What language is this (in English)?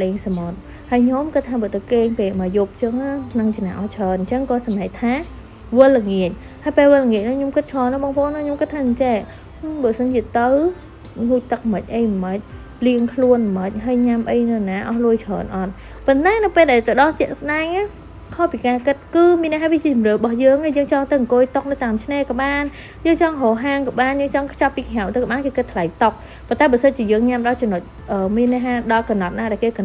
Khmer